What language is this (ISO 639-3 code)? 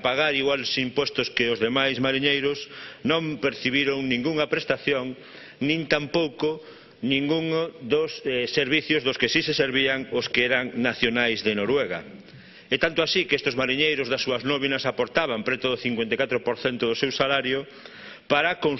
glg